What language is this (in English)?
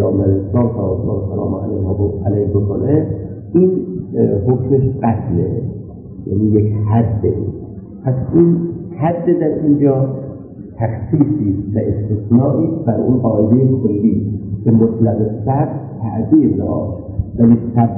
Persian